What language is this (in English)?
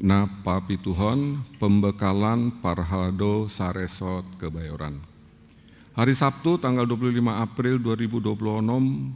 Batak Toba